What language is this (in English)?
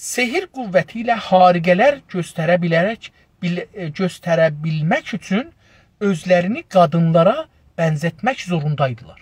South Azerbaijani